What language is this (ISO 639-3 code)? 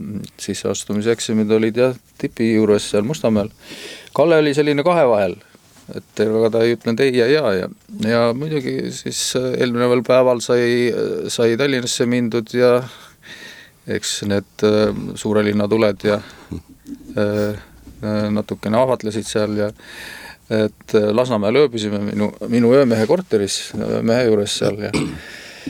est